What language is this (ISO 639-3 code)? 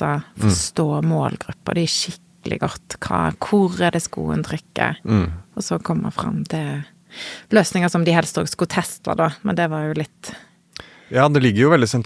nor